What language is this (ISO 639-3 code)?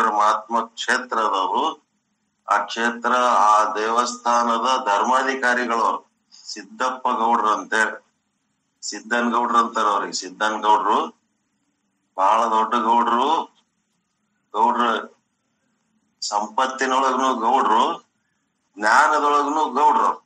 kan